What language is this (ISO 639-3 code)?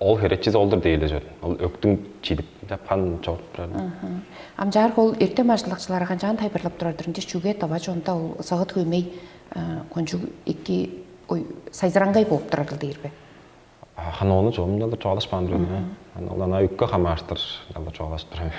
tyv